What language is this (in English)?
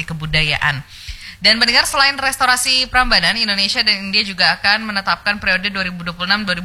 Indonesian